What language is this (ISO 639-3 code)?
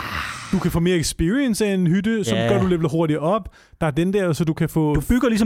dan